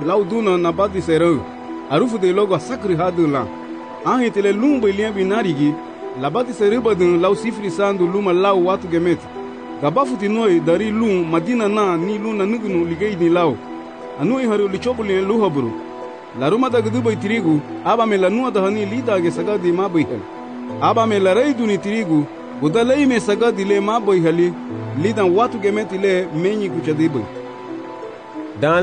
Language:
Garifuna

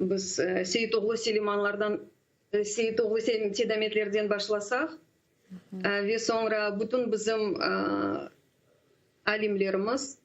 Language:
Crimean Tatar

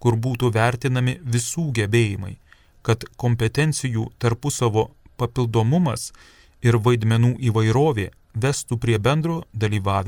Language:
Lithuanian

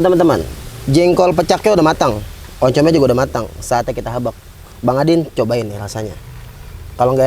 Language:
Betawi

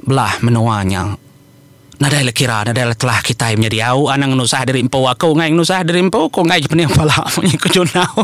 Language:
Iban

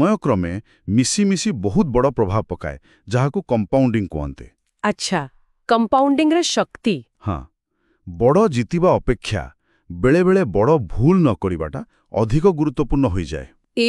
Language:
Odia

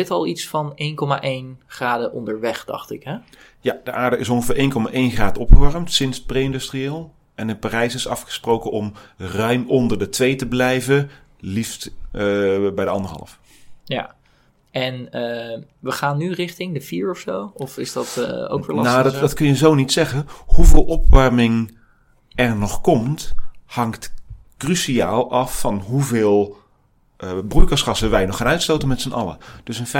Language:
Dutch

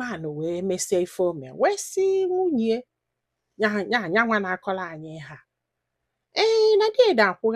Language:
Igbo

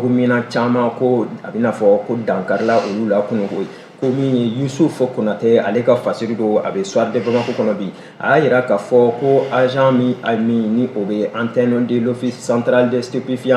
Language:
Bambara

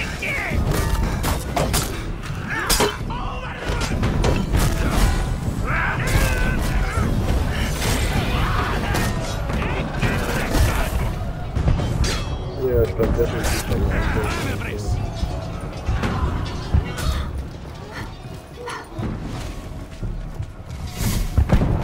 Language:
German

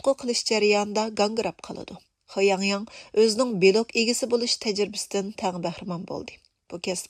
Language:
Uyghur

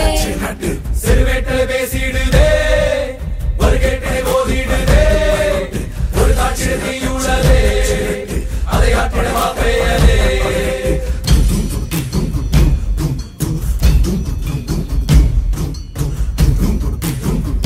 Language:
Tamil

